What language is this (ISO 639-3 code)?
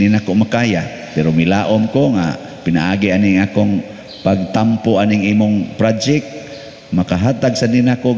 ceb